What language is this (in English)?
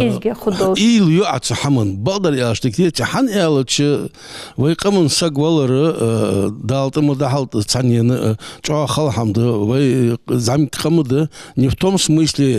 Ingush